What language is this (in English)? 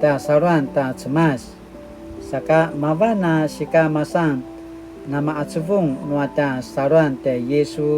Paiwan